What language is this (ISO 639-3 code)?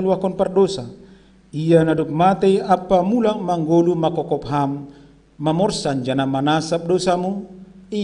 bts